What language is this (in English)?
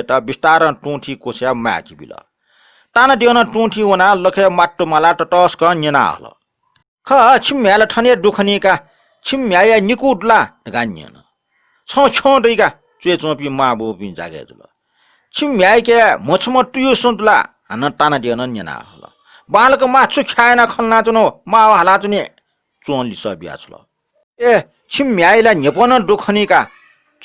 Newari